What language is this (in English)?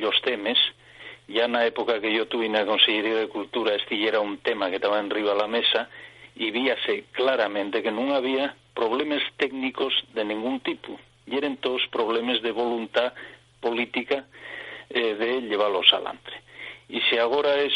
Asturian